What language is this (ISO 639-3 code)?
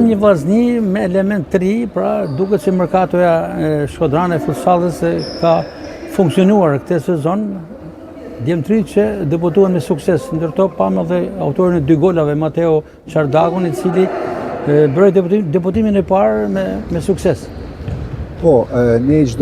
sqi